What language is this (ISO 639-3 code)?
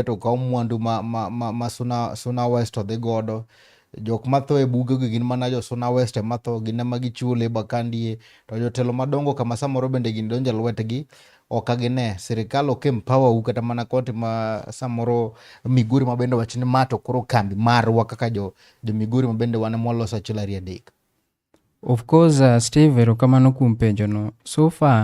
luo